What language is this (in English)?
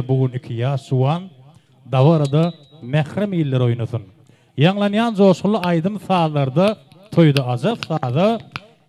Turkmen